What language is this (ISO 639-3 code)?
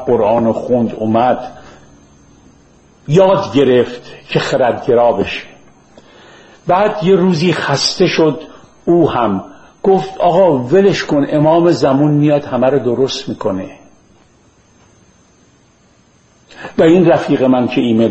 fas